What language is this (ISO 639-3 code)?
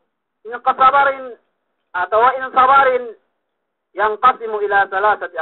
yka